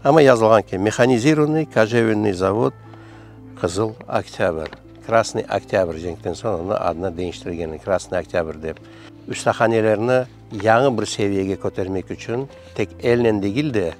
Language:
Crimean Tatar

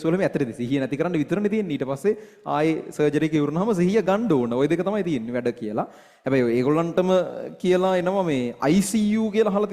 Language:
Sinhala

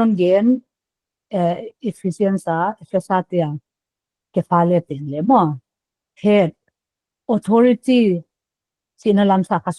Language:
Paite Chin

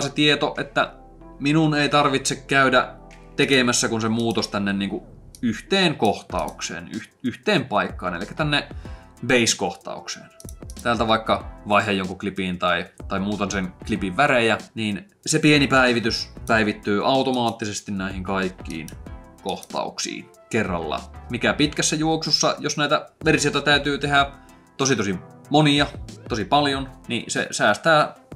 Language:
Finnish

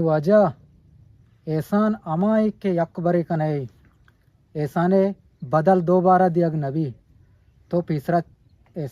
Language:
Eastern Balochi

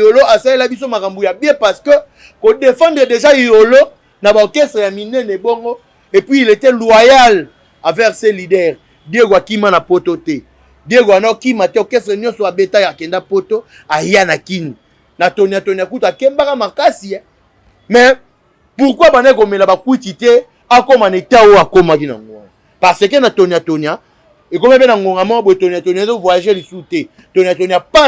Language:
Lingala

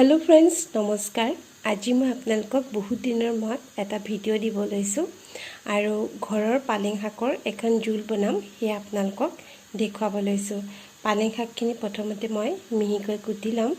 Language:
Assamese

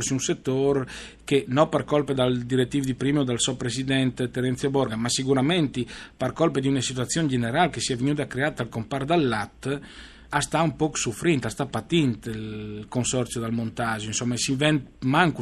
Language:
Friulian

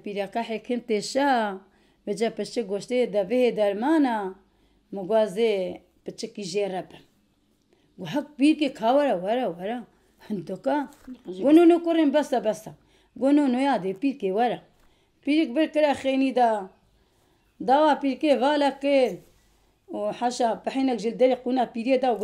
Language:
Kurdish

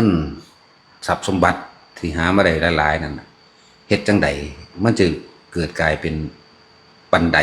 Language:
Northeastern Thai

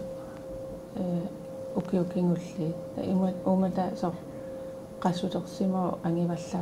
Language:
Kalaallisut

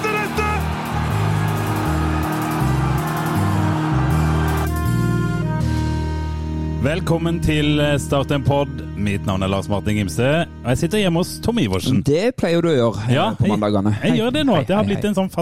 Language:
Norwegian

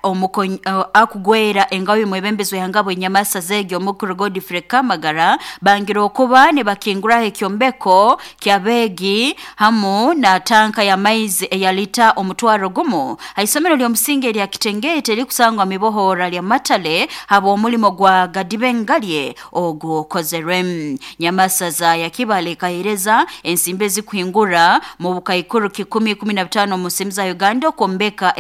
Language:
Nyoro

